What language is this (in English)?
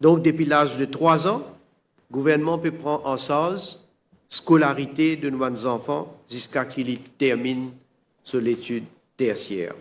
Morisyen